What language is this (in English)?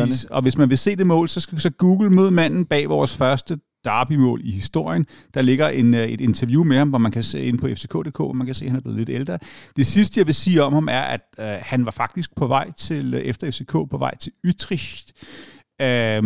Danish